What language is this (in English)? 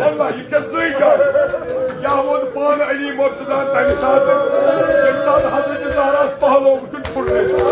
Kashmiri